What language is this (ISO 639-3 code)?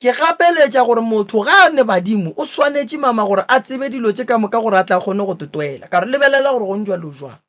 nso